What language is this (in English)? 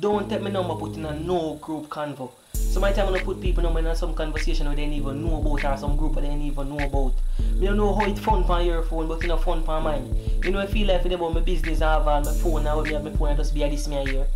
Jamaican Creole English